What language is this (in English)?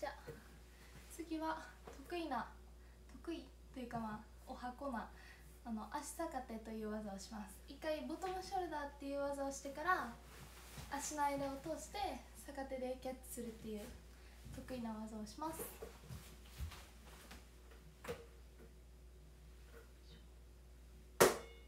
Japanese